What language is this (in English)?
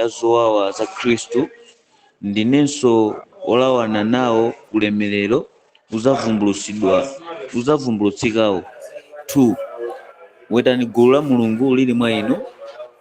Nyanja